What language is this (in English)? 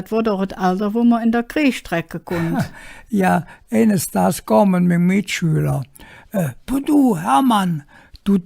Colognian